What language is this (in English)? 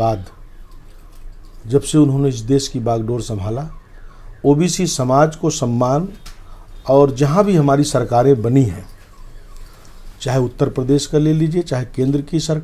Hindi